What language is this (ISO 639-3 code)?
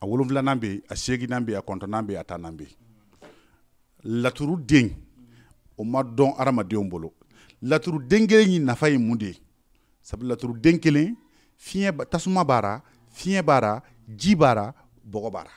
bam